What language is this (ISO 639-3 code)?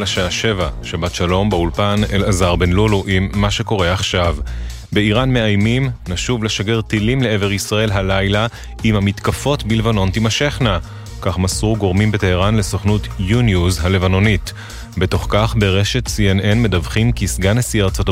heb